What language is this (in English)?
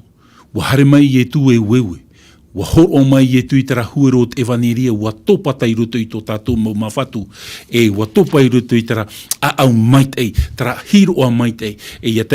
Tahitian